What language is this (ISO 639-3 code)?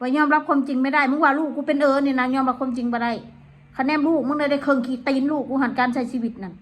tts